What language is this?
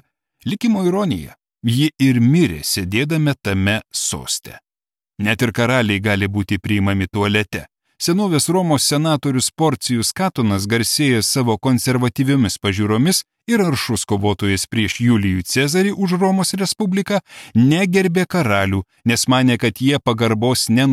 Lithuanian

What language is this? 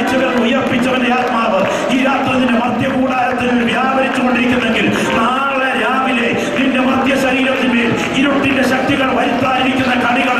Malayalam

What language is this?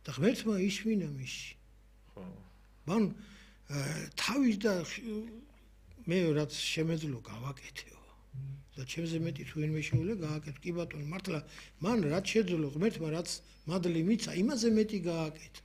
Georgian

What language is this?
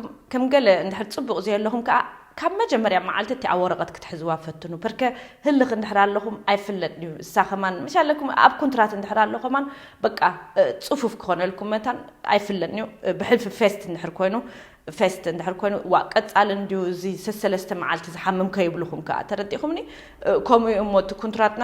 Tigrinya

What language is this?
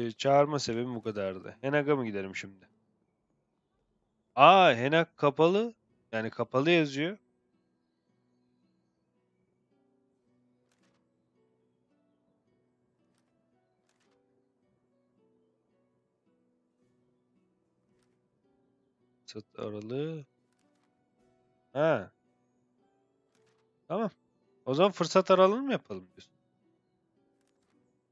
Turkish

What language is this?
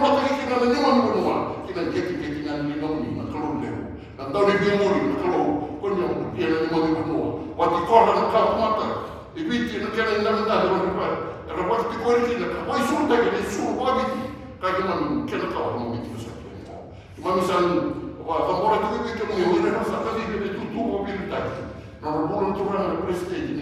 Fijian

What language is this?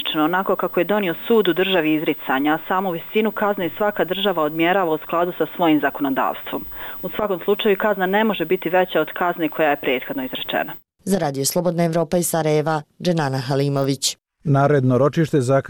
Bosnian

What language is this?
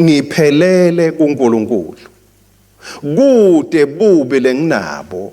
Swati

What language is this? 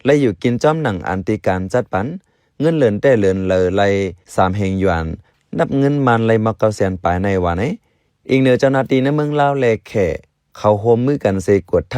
Shan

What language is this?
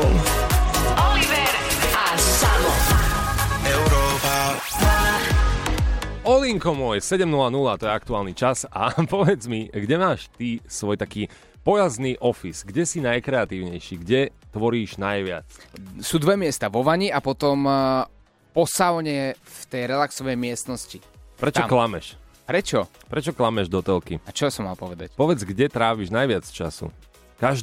Slovak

